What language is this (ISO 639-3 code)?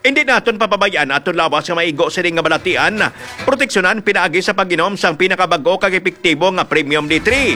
hil